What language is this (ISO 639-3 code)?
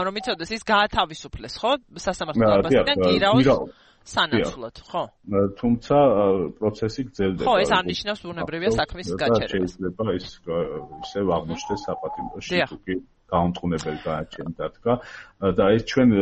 kat